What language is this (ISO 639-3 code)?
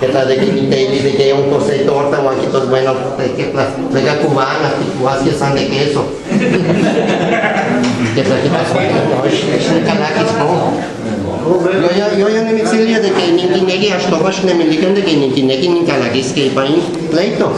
ngu